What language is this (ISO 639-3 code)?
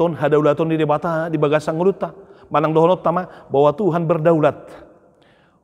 bbc